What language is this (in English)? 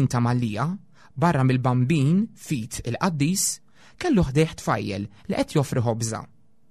Maltese